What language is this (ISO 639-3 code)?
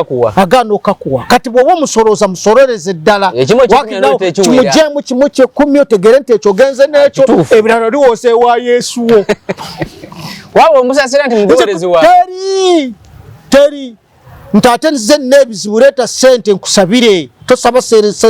lug